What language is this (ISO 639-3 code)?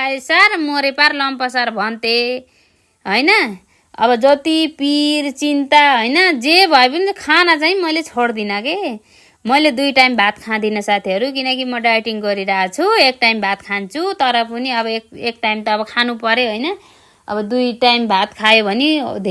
nep